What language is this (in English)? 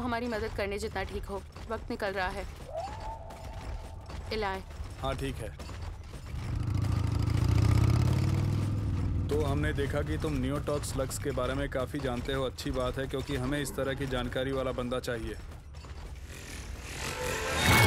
Hindi